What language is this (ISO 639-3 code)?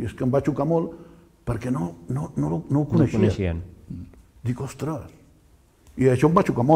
cat